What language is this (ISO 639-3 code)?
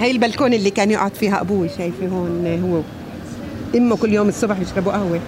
apc